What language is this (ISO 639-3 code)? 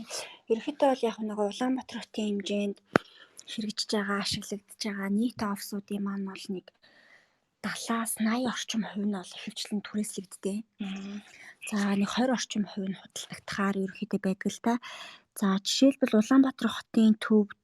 mon